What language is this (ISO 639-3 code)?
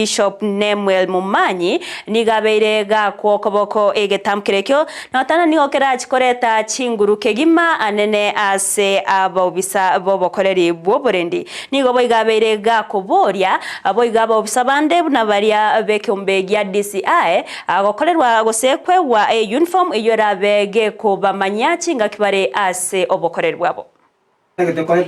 guz